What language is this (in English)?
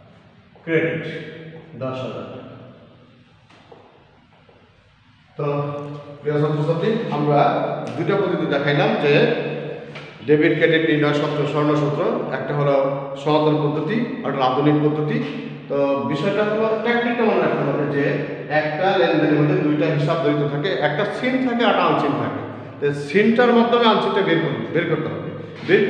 Bangla